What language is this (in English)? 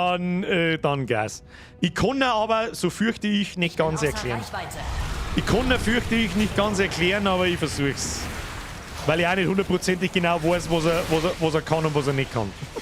Bavarian